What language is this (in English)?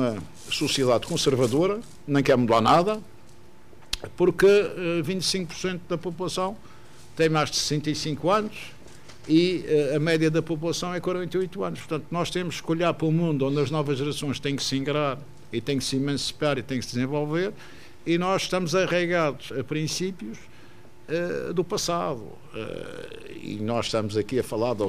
Portuguese